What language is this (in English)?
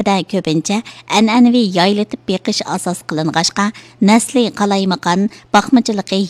Uyghur